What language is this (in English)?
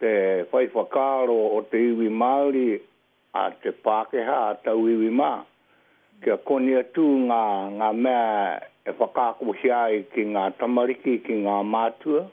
Māori